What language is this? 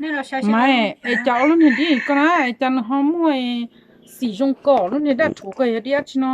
Hmong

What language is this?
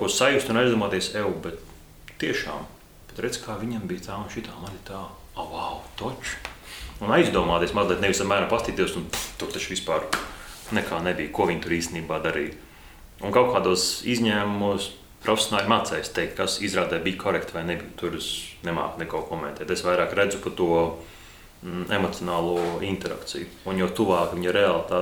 Latvian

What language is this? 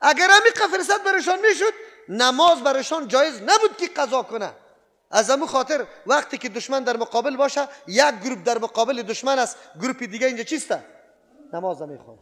Persian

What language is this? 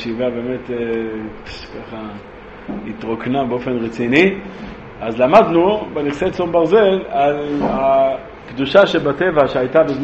Hebrew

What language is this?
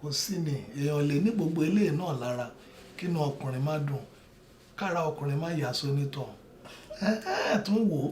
Yoruba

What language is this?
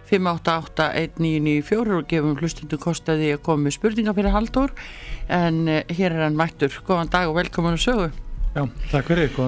Icelandic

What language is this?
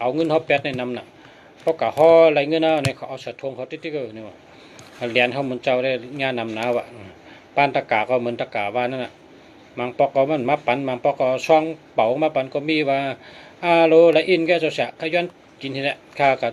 Shan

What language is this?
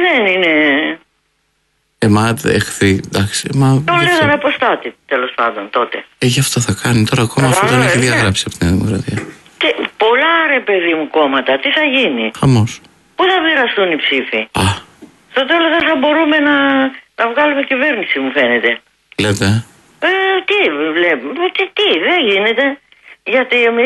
Greek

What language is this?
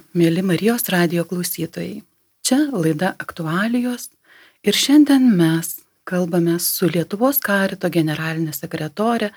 Lithuanian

